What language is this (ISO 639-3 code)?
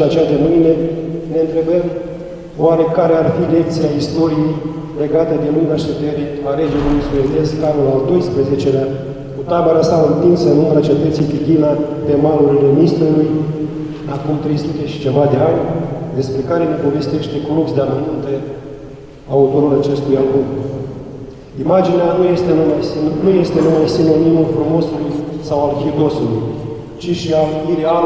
ron